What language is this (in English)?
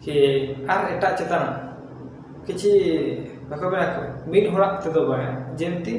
Santali